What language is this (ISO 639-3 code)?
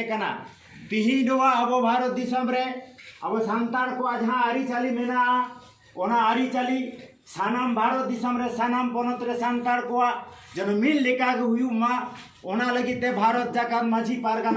sat